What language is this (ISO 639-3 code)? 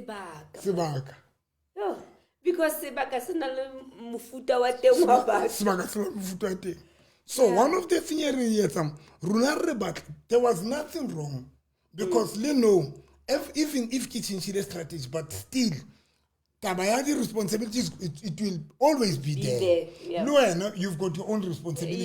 sot